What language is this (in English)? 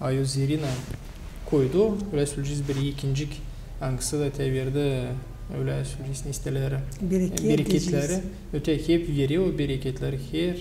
Gagauz